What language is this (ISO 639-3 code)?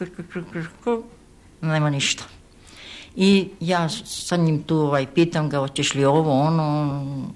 srp